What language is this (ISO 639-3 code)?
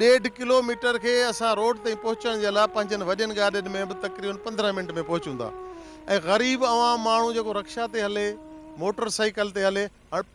snd